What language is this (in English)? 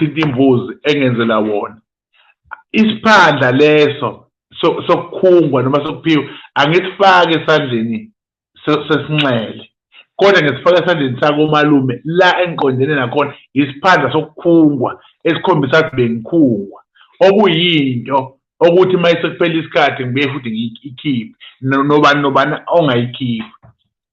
Zulu